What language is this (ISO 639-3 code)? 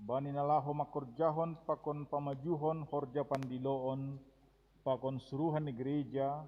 bts